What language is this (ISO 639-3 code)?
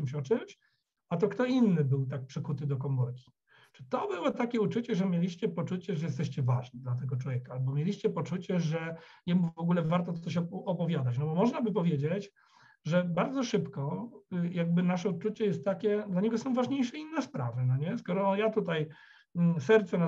pol